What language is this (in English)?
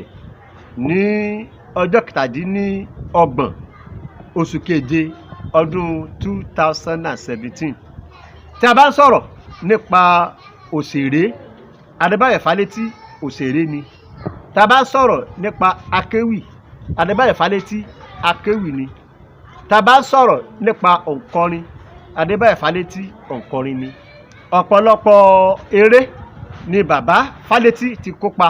Yoruba